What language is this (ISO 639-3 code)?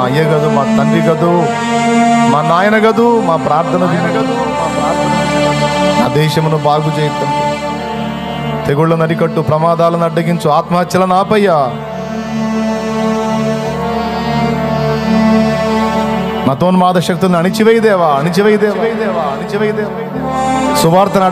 tel